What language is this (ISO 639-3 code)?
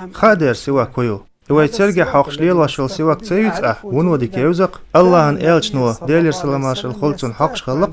che